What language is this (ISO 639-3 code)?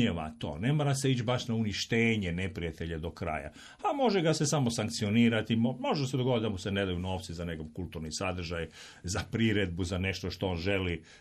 hrv